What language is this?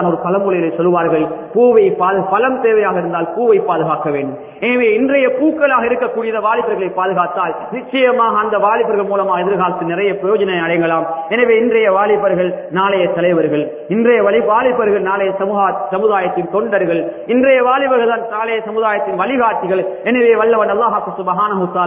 Tamil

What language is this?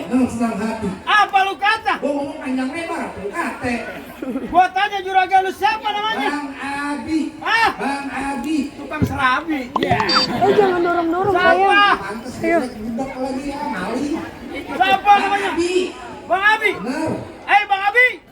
Betawi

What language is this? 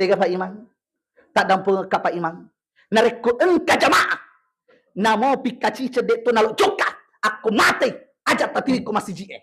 Buginese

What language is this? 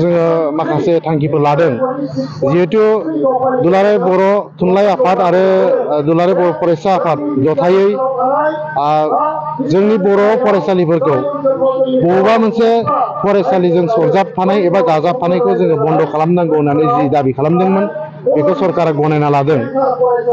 Bodo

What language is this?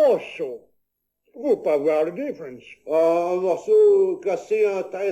Picard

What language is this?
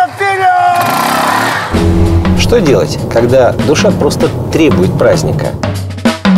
Russian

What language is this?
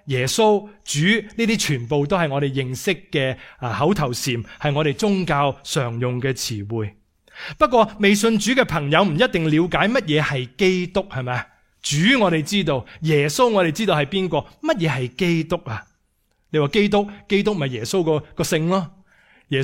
Cantonese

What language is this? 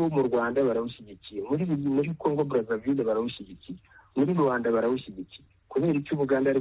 Kinyarwanda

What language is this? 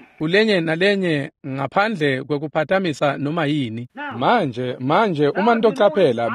Swati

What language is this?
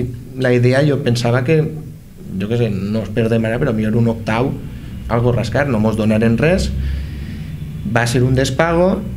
Catalan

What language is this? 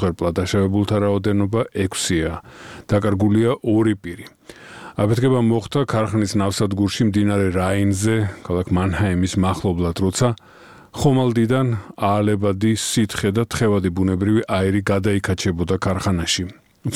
Georgian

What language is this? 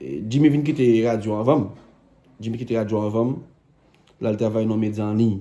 Haitian Creole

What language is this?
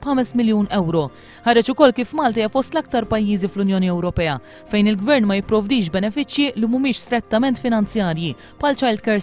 Maltese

